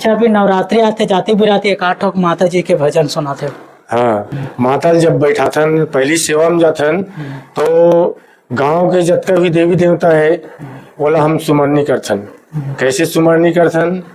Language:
Chhattisgarhi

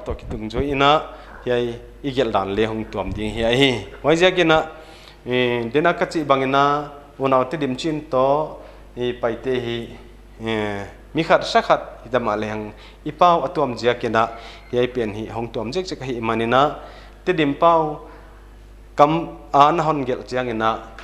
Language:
Paite Chin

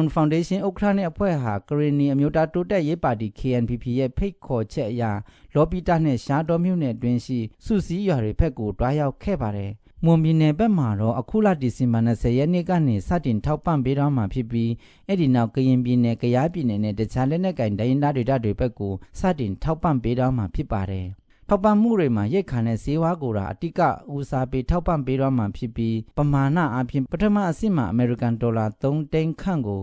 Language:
Burmese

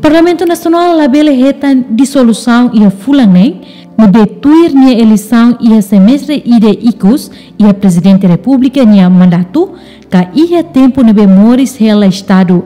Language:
Tetum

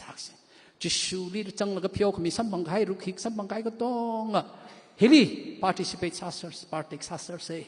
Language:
Tangkhul Naga (India)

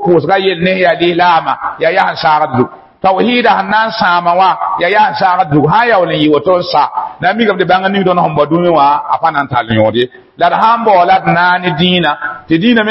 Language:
Mossi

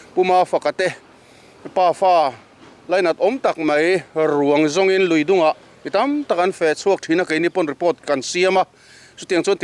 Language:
Mizo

